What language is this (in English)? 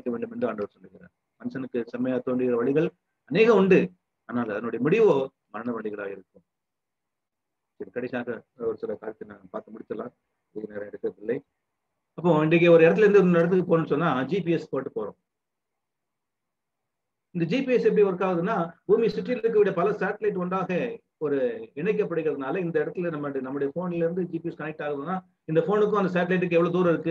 Tamil